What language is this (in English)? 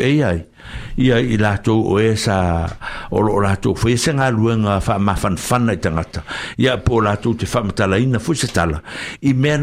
Samoan